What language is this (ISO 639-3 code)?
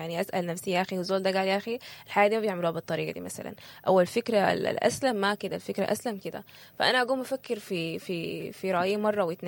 apd